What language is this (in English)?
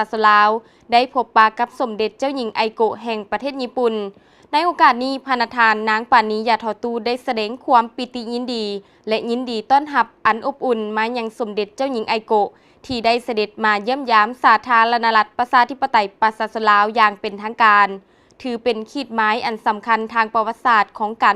Lao